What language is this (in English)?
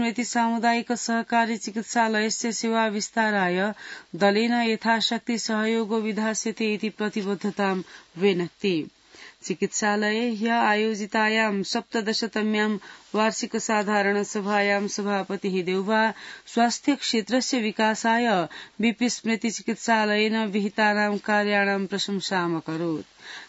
Sanskrit